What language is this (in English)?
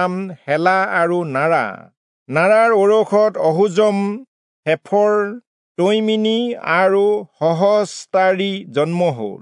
Assamese